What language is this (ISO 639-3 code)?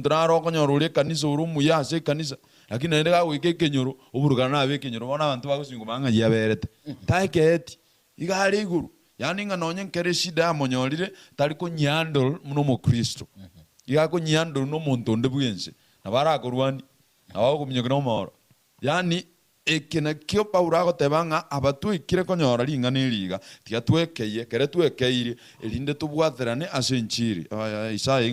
guz